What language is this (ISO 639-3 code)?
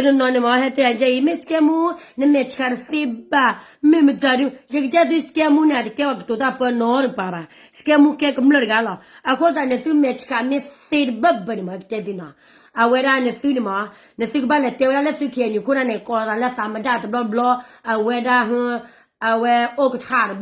ksw